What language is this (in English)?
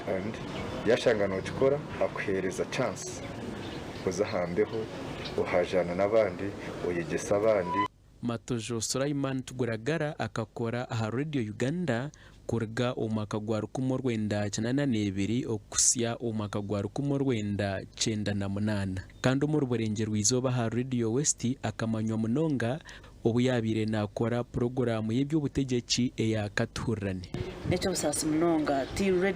Nyankole